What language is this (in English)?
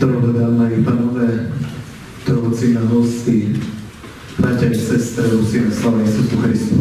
Rusyn